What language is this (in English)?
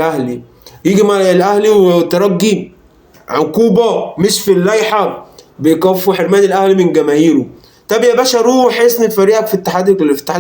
Egyptian Arabic